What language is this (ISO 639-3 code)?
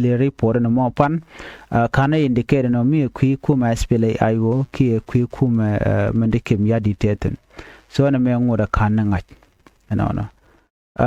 nus